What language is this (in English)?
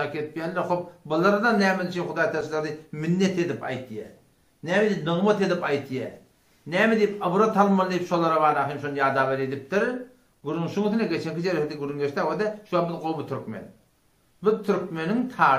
Turkmen